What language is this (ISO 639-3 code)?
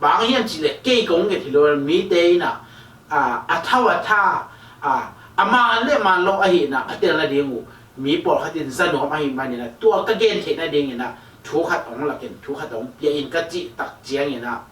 ctd